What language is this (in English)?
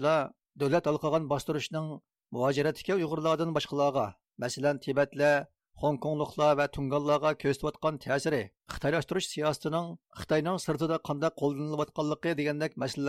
Uyghur